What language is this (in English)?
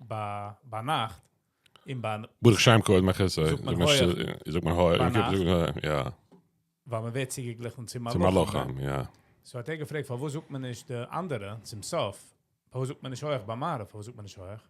Yiddish